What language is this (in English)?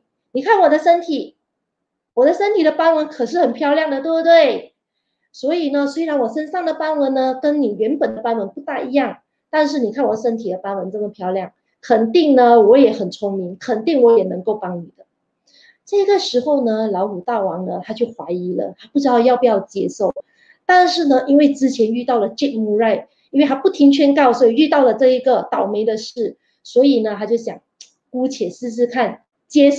Chinese